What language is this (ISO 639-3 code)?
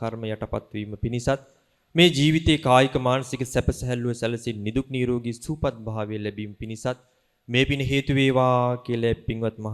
sin